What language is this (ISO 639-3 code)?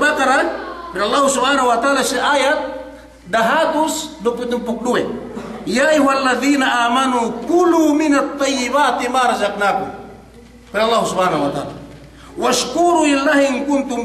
yka